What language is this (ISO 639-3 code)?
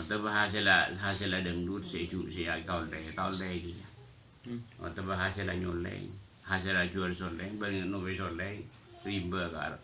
mad